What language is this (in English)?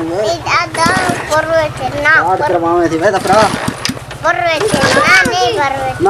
Saraiki